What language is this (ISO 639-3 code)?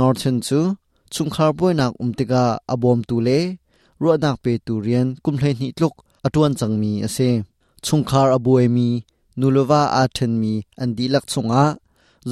cnh